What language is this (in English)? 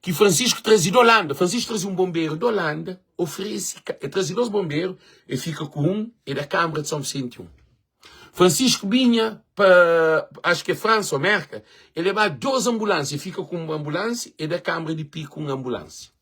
Kabuverdianu